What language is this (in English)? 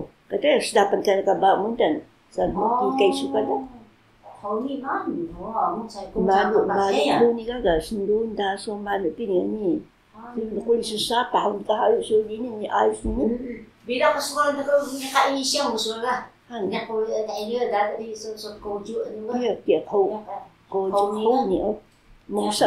Taroko